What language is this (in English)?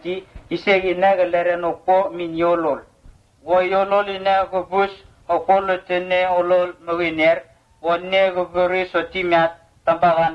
Vurës